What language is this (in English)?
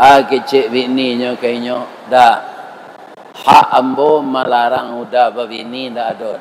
Minangkabau